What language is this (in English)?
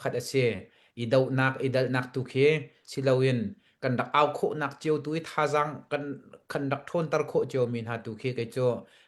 Hakha Chin